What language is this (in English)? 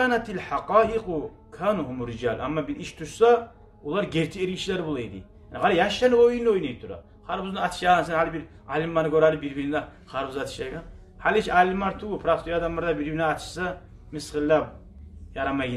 Kumyk